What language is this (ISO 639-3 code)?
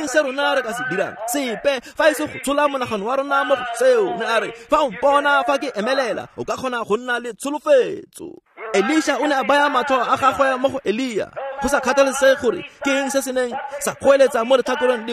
tsn